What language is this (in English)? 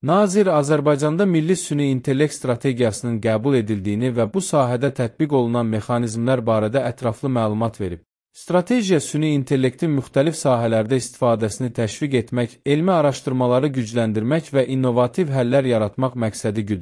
Azerbaijani